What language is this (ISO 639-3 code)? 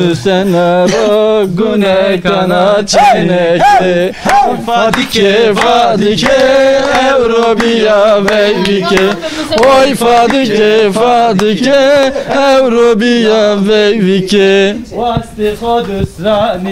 zza